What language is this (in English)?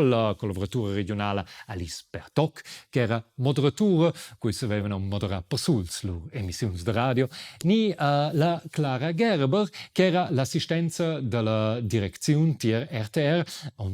Romansh